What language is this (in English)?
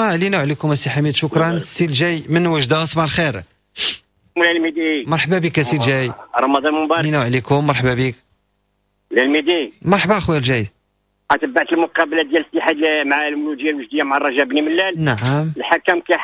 Moroccan Arabic